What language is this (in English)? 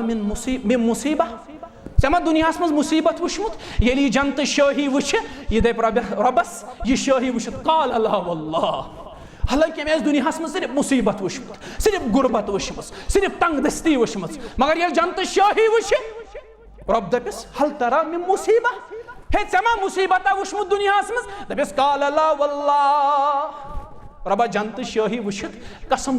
Kashmiri